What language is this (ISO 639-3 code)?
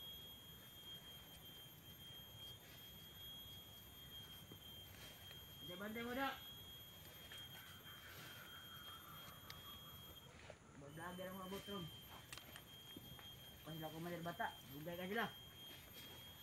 fil